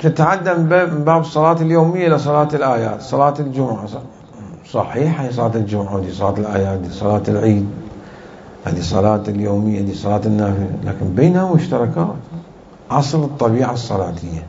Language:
Mesopotamian Arabic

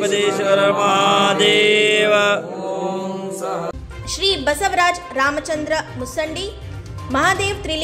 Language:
Kannada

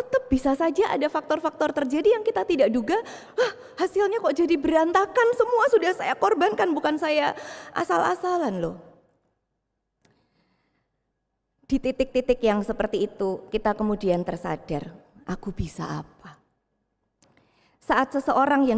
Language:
Indonesian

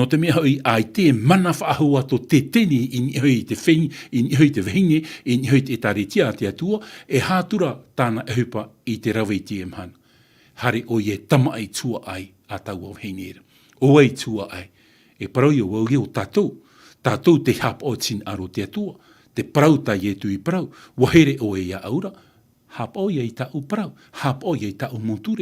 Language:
Tahitian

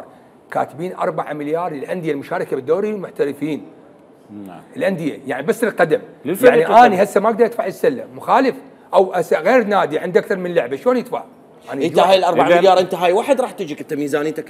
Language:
Mesopotamian Arabic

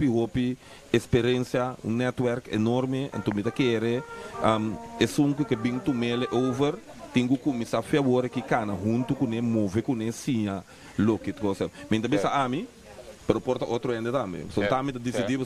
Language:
Papiamento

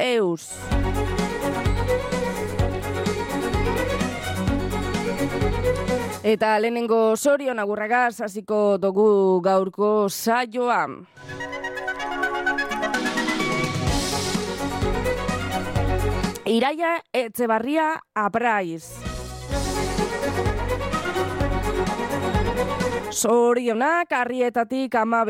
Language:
Basque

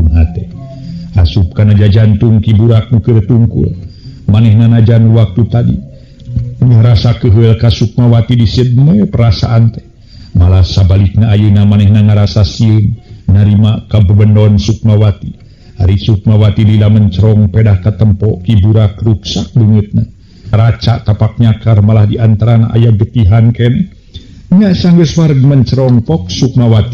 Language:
Sundanese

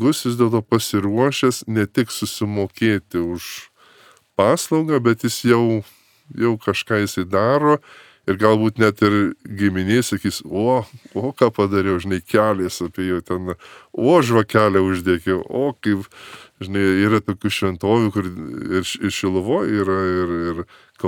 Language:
Lithuanian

